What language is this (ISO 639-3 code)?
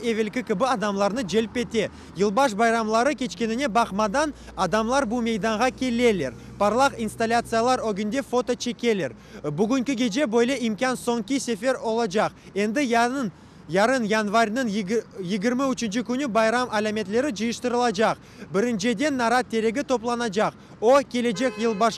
crh